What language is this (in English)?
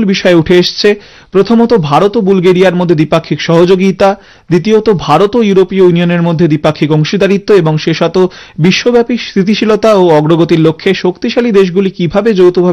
Bangla